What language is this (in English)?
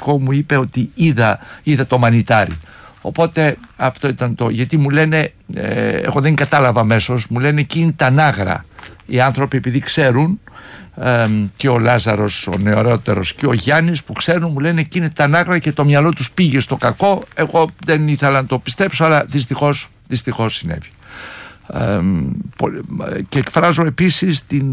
Greek